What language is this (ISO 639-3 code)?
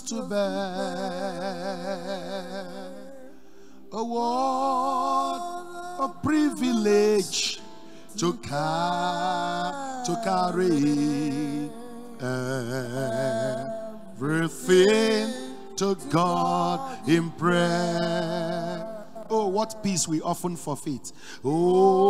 eng